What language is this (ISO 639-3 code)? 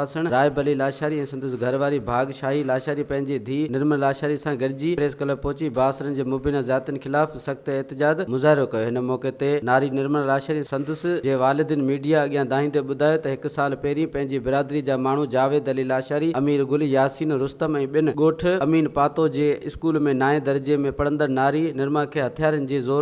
snd